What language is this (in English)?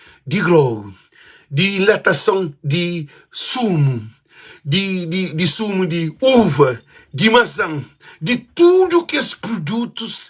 Kabuverdianu